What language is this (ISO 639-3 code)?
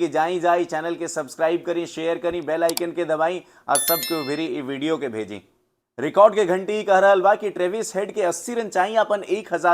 bho